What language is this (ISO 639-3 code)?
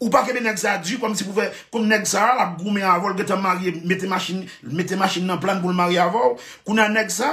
hat